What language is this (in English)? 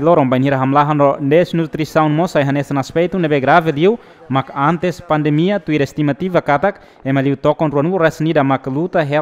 Tetum